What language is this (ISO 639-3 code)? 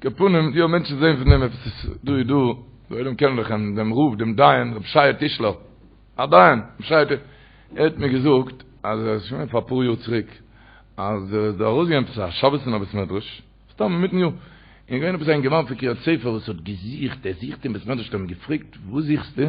yid